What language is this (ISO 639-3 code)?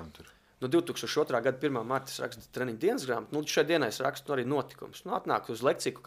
lav